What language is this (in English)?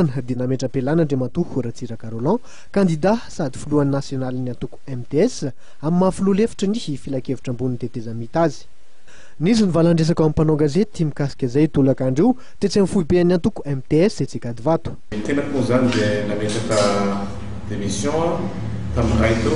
Malagasy